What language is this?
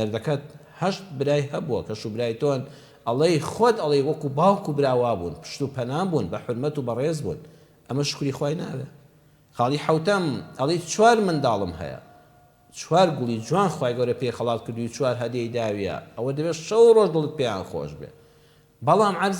Central Kurdish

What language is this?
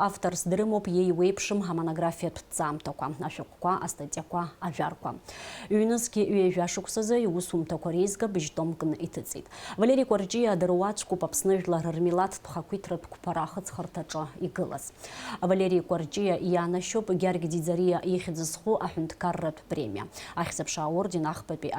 Abkhazian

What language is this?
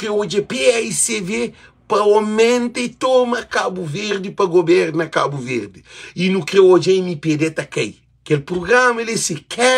Kabuverdianu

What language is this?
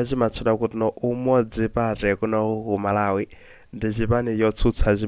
Nyanja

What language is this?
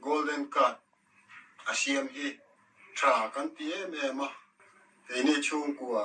Mizo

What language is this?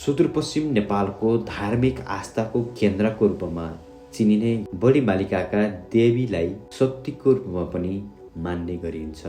Nepali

